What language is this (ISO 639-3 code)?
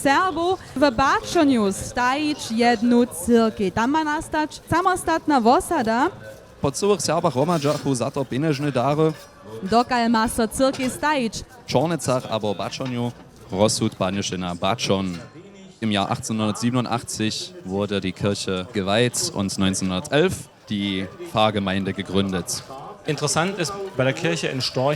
hsb